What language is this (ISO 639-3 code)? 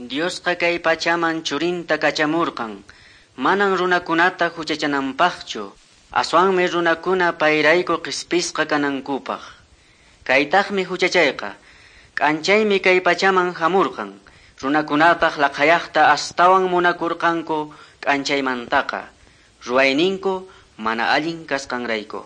que